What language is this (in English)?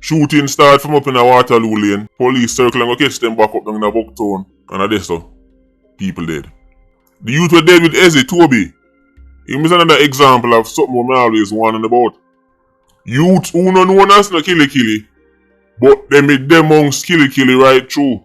Jamaican Creole English